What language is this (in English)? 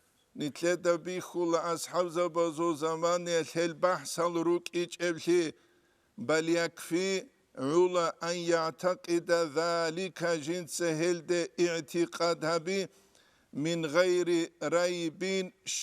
Avaric